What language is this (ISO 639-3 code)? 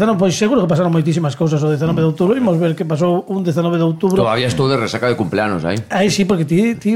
glg